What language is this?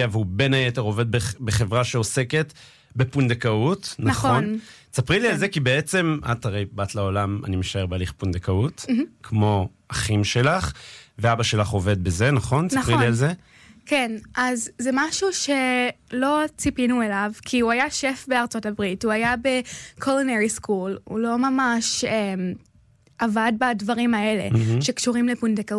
Hebrew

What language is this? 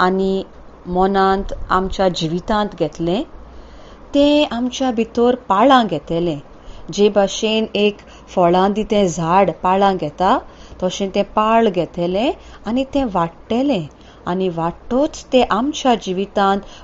Konkani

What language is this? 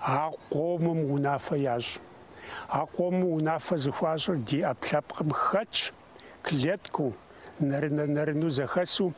Kabardian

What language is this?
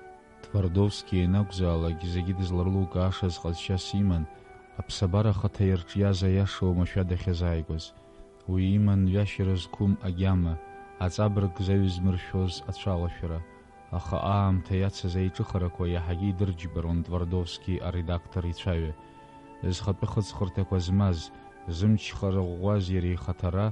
Abkhazian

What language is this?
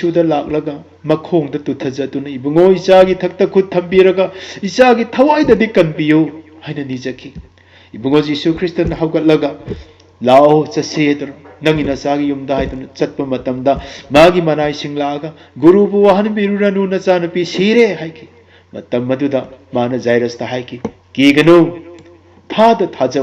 Manipuri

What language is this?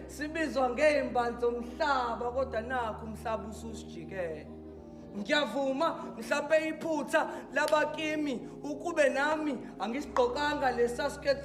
Zulu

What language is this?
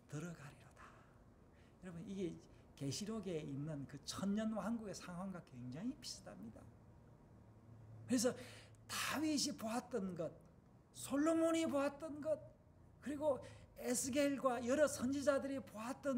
Korean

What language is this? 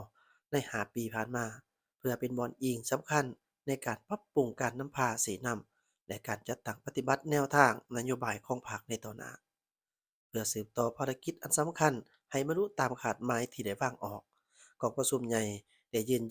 Lao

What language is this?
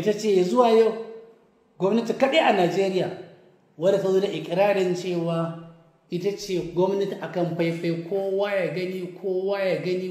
Hausa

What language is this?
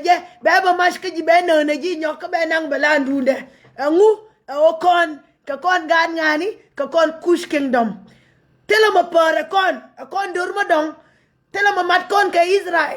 Nuer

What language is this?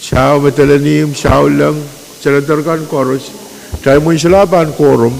Pohnpeian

